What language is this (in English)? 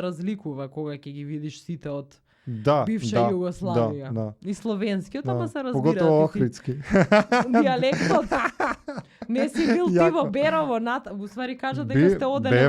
Macedonian